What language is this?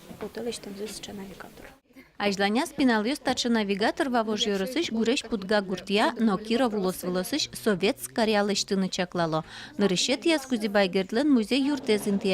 Udmurt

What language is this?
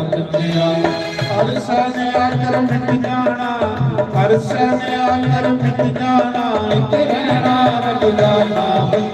Dogri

